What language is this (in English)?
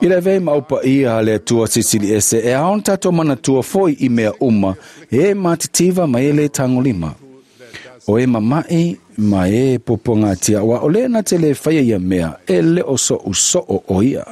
Samoan